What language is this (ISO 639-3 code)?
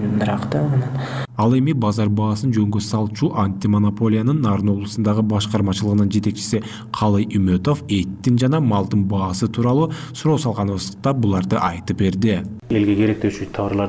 kir